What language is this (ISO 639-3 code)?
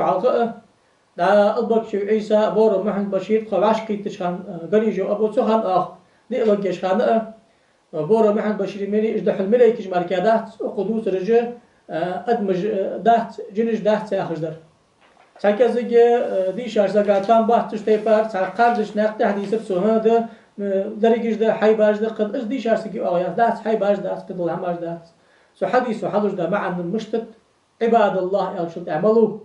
inh